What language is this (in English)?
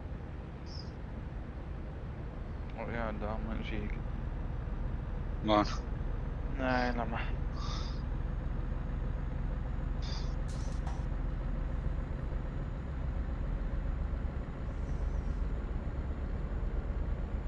Dutch